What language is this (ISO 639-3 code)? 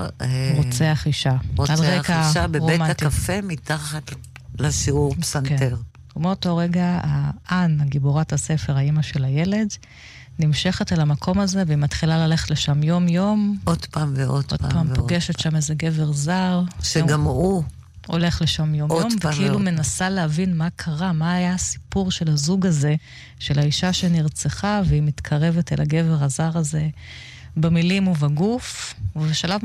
heb